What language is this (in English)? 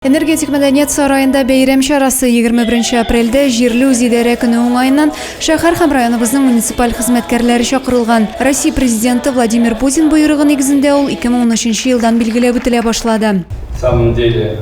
Tatar